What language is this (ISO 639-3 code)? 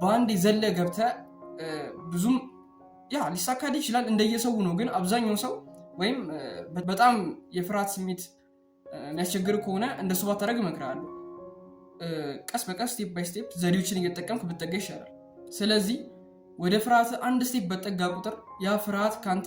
amh